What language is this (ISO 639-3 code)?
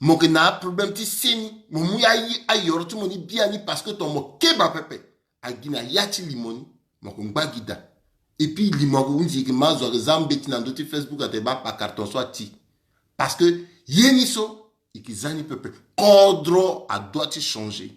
sag